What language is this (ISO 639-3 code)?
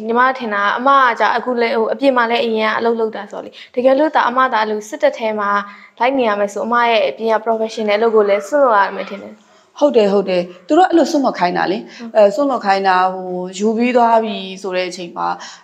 mya